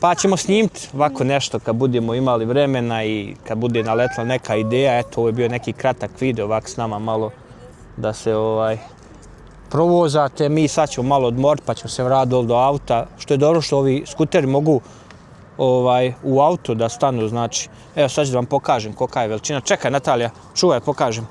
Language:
Bosnian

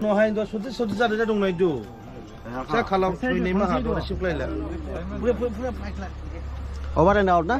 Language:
Dimasa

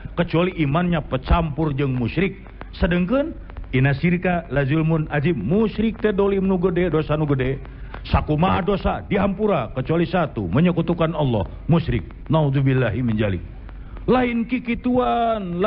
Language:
Sundanese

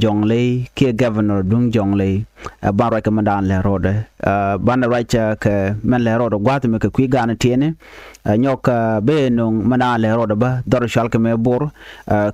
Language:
Nuer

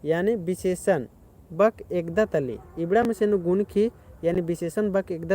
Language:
Kurukh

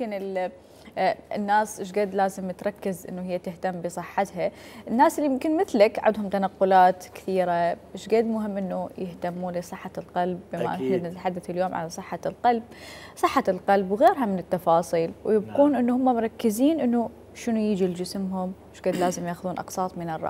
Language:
Mesopotamian Arabic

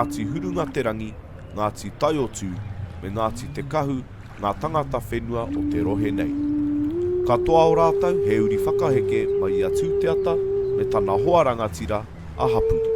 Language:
Māori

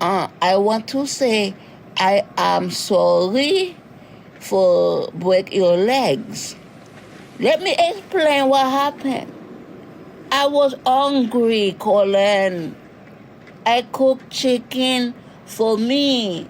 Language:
Jamaican Creole English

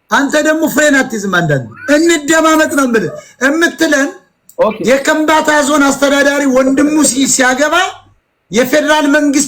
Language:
Amharic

